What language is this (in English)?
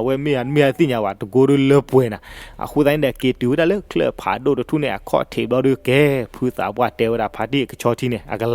S'gaw Karen